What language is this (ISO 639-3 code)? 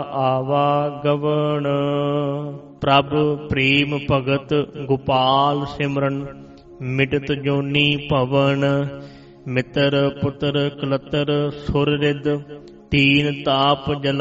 pan